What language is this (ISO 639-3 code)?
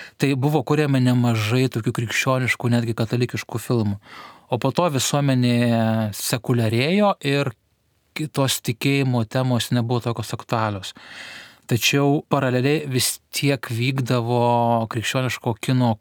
lit